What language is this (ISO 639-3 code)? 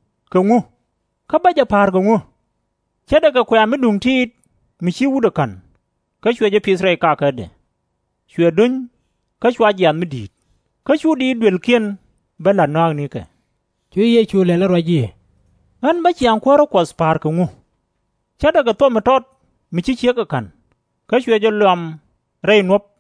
nus